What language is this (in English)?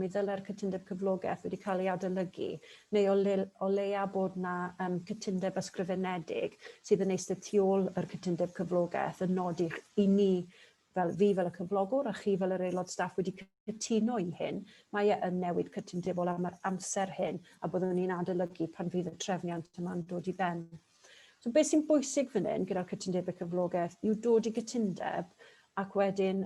Welsh